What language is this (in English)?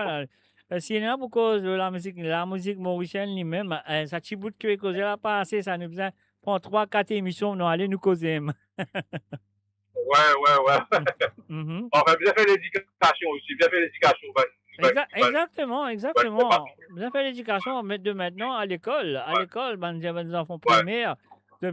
Morisyen